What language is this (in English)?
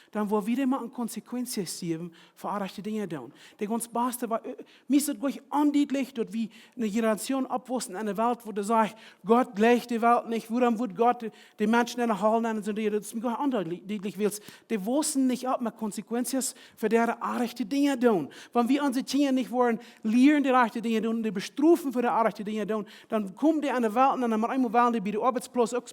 Plautdietsch